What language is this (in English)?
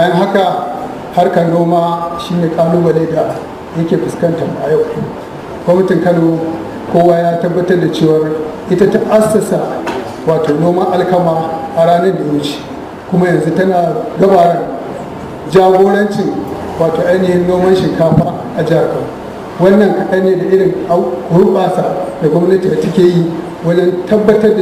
Hausa